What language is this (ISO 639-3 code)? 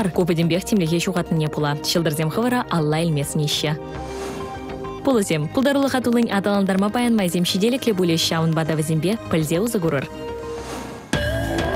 chv